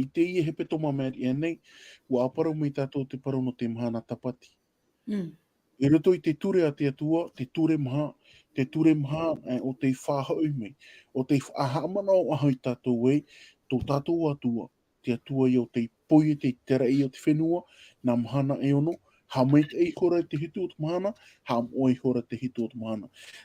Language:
Tahitian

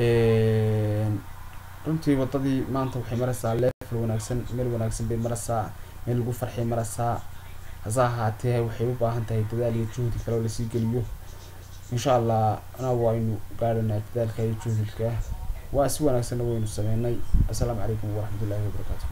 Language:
Somali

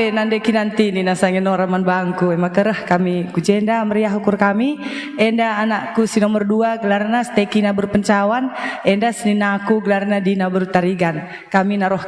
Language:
Batak Karo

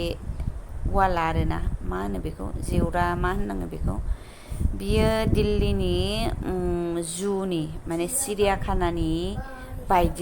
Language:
Bodo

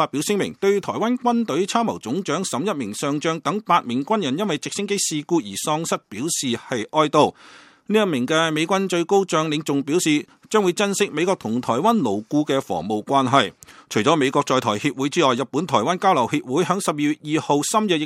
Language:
Cantonese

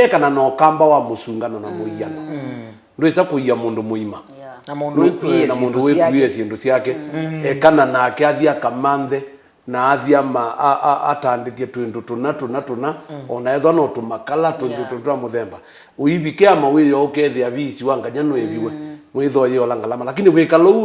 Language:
Kamba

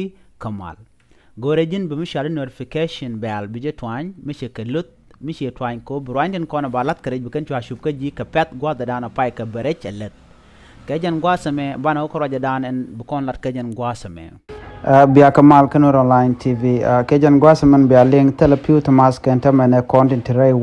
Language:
Nuer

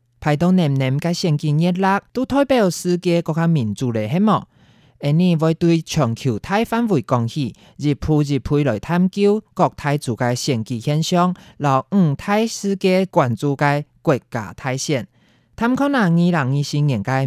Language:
Hakka Chinese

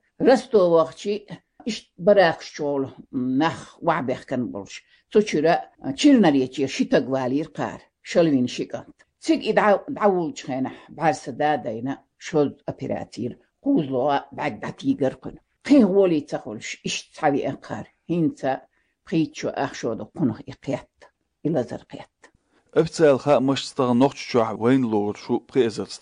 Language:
Chechen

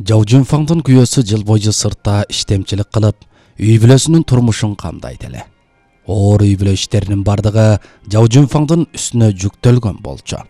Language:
Kyrgyz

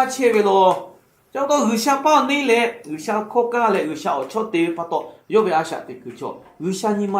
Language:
Lahu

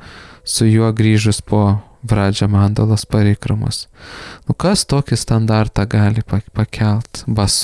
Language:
Lithuanian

